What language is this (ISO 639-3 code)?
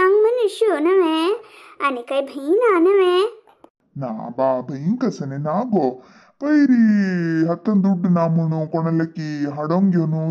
kok